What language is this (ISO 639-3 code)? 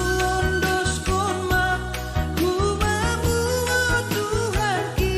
bts